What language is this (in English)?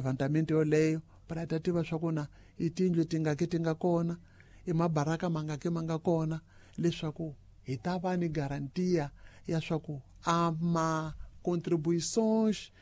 Tsonga